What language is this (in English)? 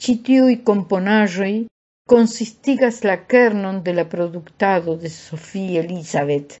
Esperanto